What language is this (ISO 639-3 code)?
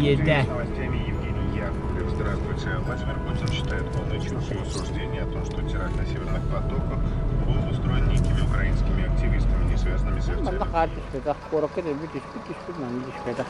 sah